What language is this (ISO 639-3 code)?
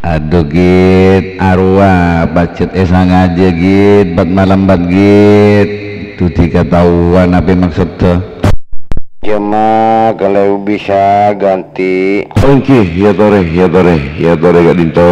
mad